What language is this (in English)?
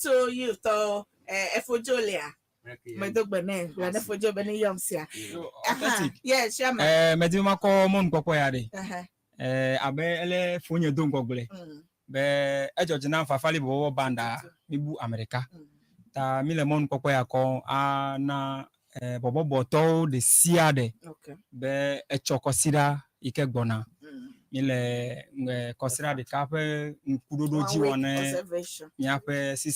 Ewe